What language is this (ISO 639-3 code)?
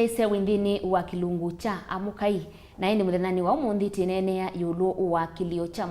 kam